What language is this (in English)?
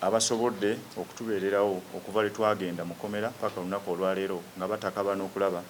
Ganda